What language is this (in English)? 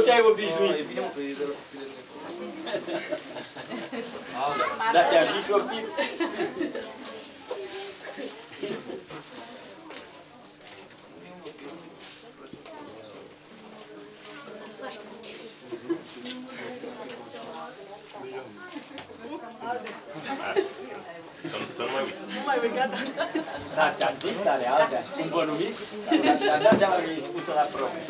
Romanian